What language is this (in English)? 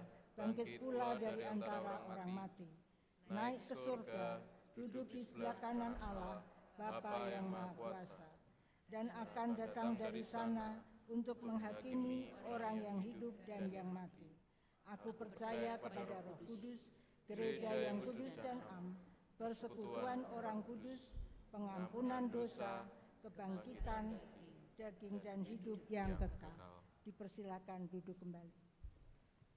Indonesian